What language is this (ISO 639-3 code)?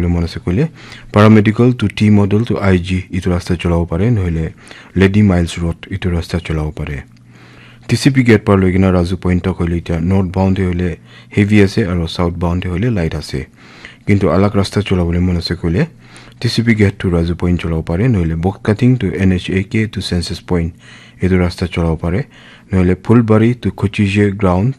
nag